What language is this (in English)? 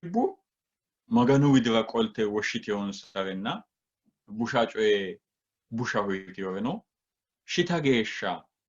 Sidamo